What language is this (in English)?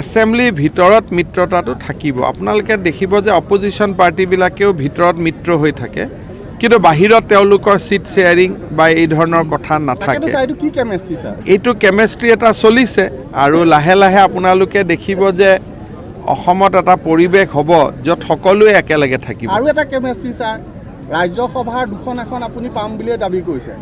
Assamese